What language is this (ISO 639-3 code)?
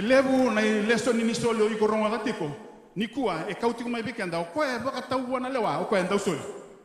fij